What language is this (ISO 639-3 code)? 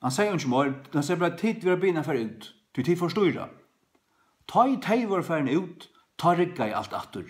fao